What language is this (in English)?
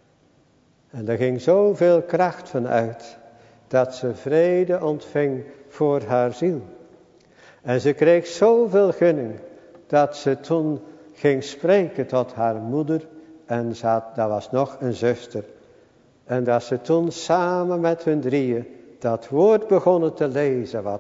Dutch